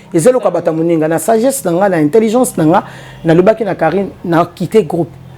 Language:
Lingala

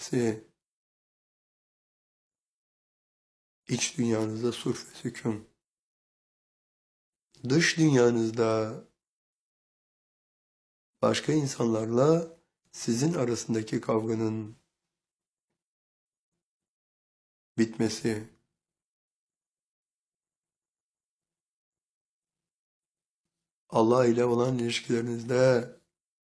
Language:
Turkish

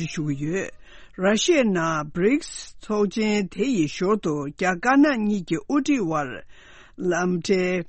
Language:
Tibetan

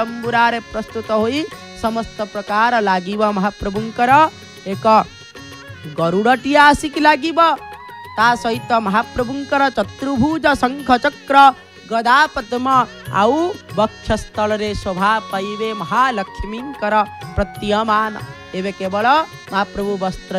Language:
Odia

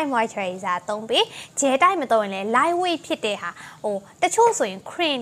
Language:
Burmese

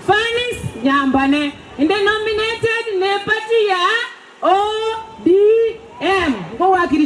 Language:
Gusii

